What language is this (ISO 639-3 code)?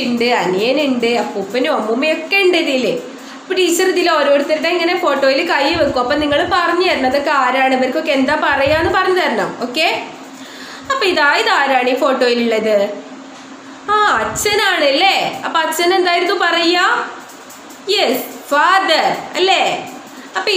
mal